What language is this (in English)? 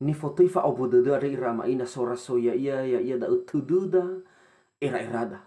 Nias